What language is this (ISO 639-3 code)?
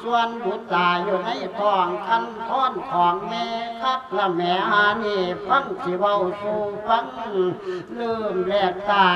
lao